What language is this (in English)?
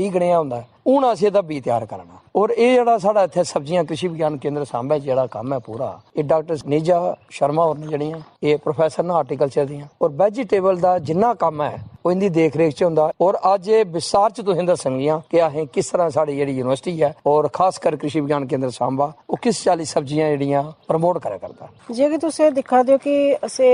Dogri